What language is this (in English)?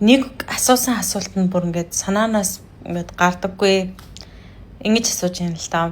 Mongolian